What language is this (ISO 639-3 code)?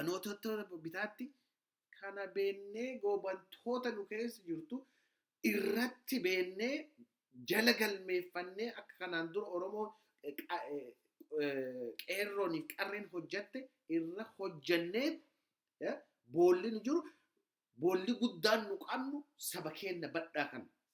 orm